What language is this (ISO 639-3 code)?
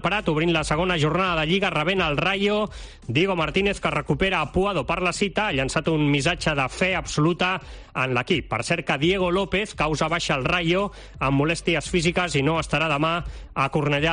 cat